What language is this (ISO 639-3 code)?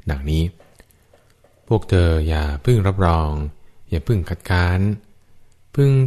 tha